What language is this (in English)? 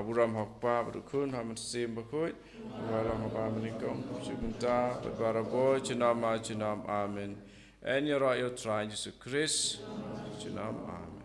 Khasi